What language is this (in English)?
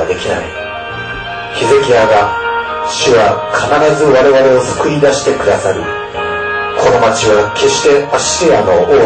Japanese